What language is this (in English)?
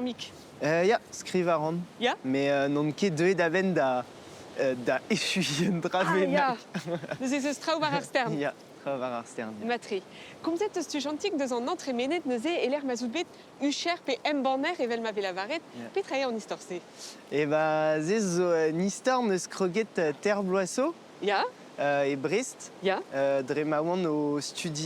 Breton